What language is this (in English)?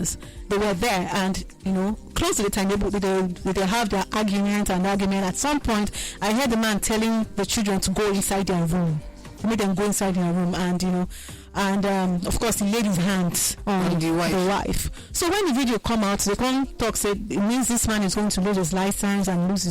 Nigerian Pidgin